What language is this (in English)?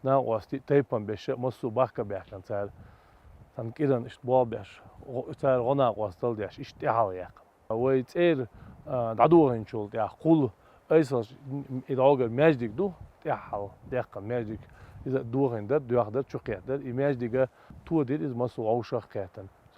Chechen